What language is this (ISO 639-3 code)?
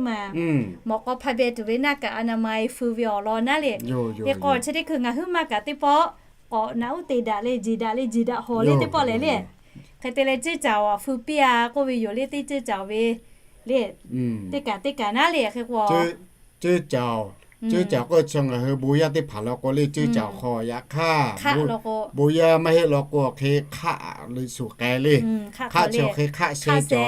lhu